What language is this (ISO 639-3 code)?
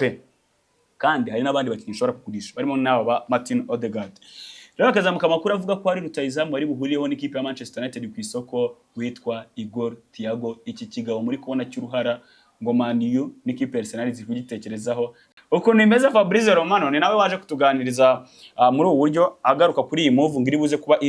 kin